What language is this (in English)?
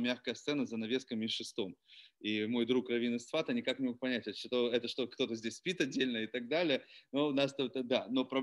Russian